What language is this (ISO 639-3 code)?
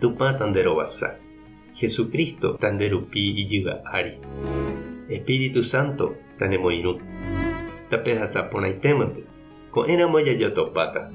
grn